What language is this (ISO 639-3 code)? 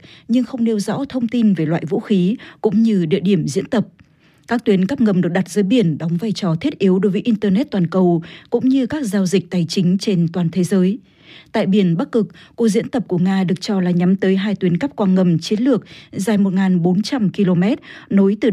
vie